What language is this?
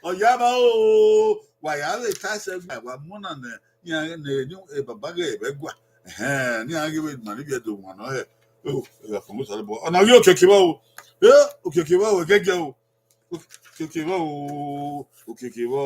Bini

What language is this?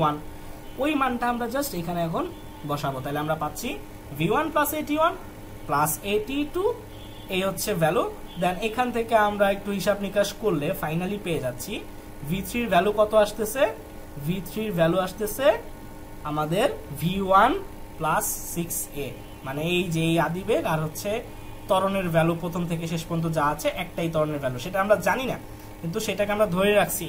Bangla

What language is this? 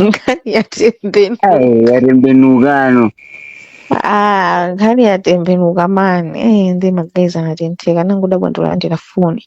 Nyanja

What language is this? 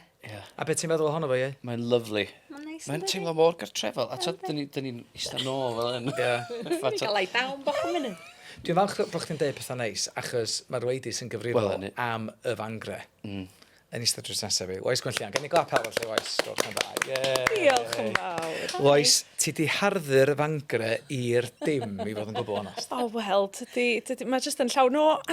Welsh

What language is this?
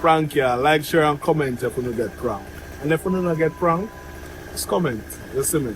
Jamaican Creole English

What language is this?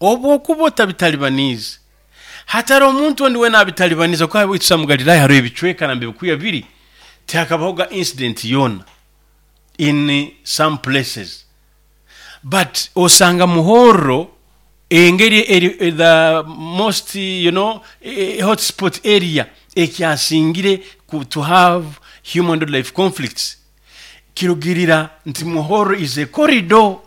Nyoro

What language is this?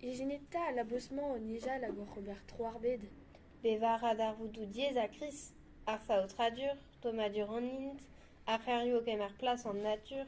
Breton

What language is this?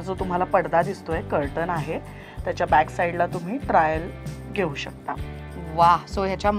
Marathi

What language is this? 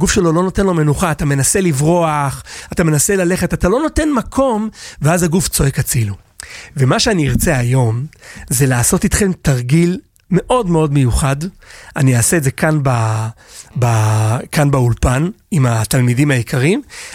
Hebrew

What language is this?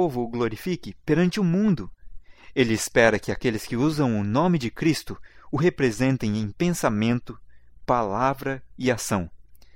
Portuguese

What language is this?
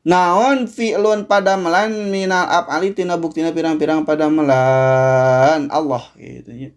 Sundanese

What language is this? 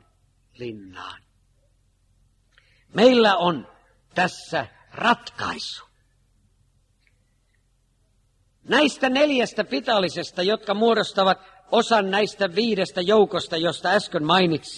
Finnish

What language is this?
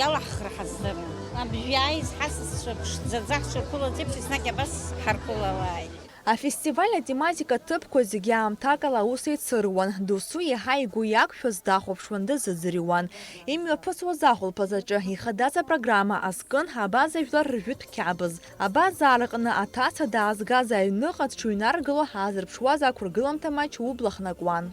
Abkhazian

